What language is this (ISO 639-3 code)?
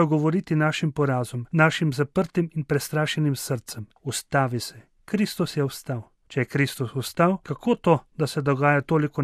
slv